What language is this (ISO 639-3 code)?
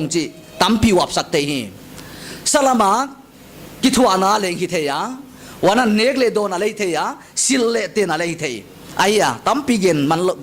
pck